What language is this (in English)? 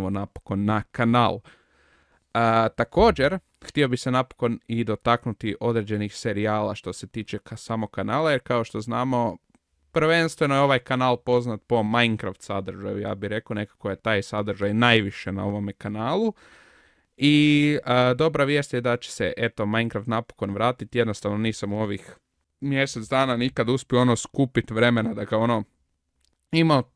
Croatian